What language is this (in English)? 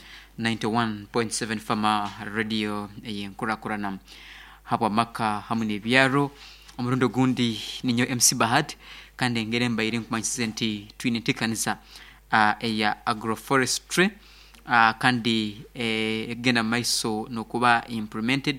Nyoro